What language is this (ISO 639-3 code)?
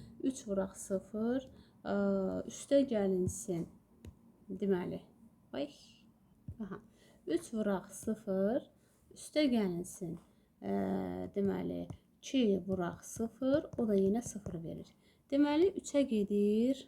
aze